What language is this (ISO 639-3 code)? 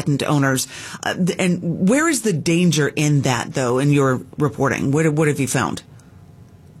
eng